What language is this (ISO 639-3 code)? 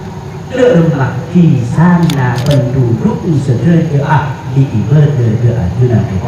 mad